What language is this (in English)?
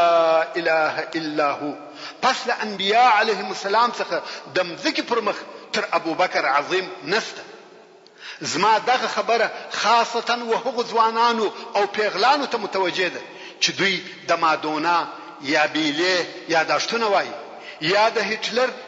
Pashto